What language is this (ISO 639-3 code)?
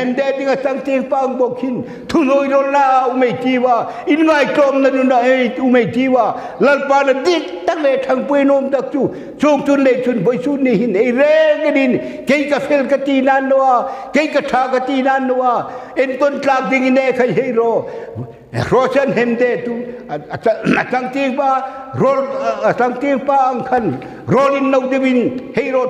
hmr